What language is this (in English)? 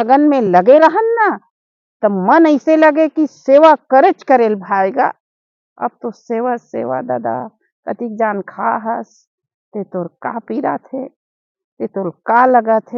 Chhattisgarhi